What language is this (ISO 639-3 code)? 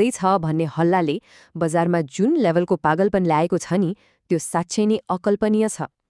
nep